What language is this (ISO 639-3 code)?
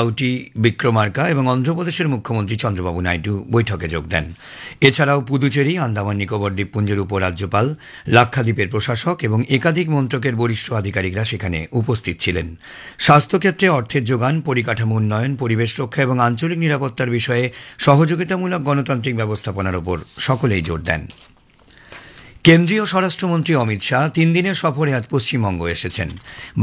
ben